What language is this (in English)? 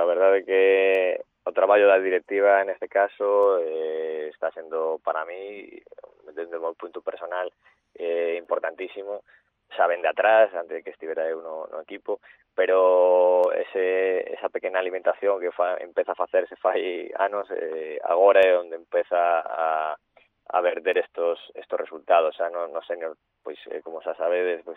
Galician